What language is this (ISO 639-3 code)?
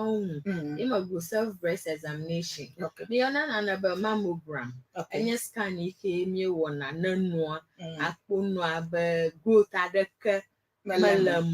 ewe